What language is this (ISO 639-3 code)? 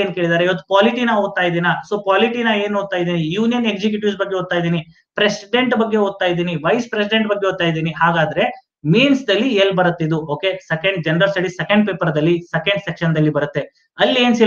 kan